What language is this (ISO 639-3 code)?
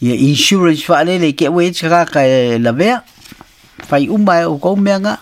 smo